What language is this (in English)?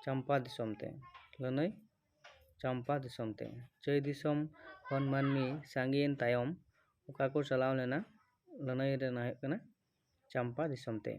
Santali